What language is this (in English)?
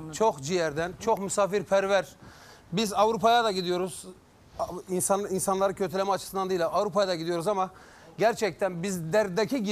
Turkish